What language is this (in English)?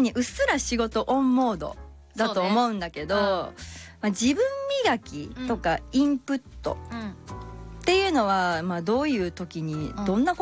Japanese